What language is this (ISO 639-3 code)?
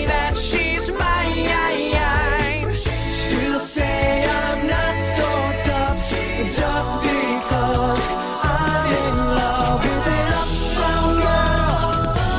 eng